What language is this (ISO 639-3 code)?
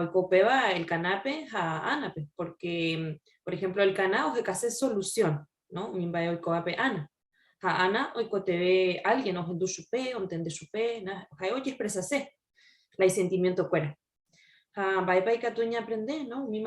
grn